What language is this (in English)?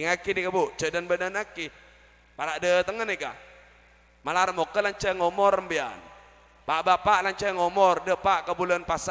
Madurese